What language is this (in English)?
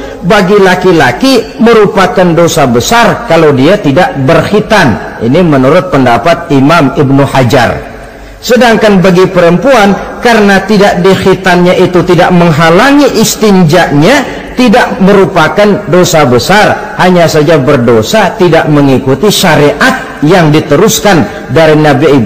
Indonesian